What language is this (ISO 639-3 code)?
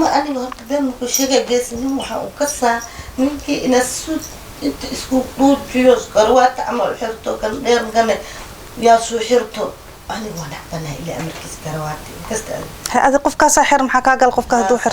som